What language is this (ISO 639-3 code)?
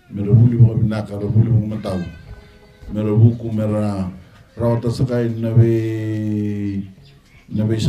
fij